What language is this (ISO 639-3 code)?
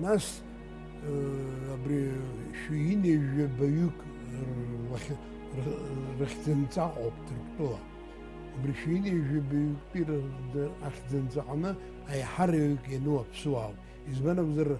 abk